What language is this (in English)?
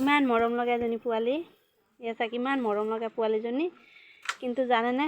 Assamese